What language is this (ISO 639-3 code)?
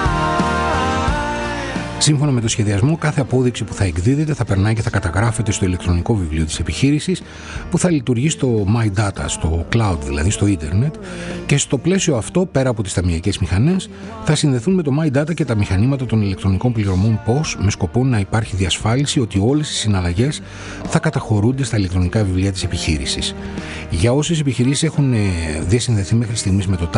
ell